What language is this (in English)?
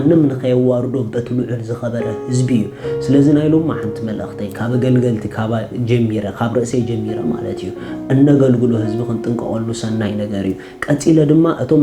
Tigrinya